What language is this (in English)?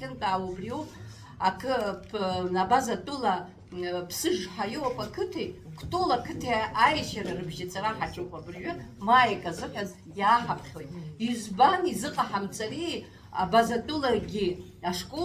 Abkhazian